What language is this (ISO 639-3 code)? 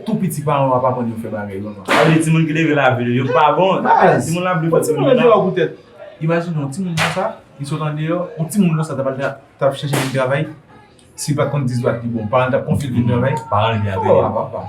hat